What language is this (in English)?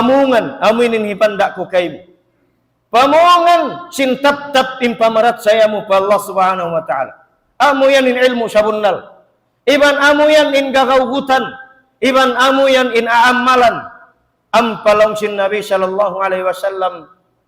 Tausug